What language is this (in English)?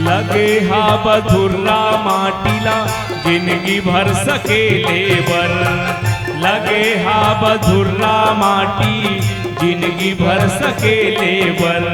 Chhattisgarhi